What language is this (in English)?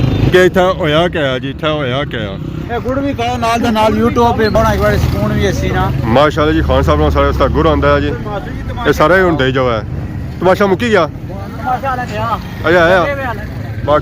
Pahari-Potwari